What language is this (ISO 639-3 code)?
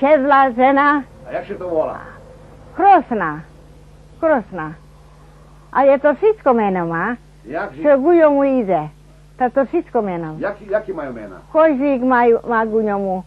rue